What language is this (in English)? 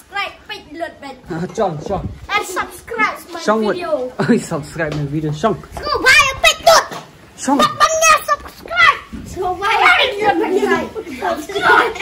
Khasi